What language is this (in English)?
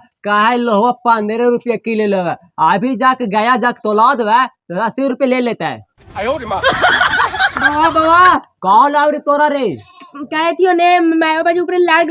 Magahi